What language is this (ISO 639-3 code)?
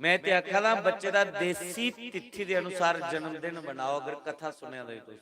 doi